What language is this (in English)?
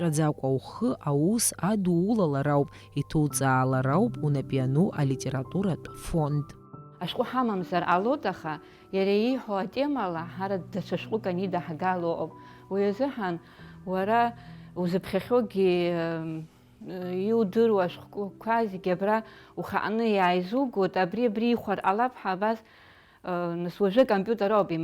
Abkhazian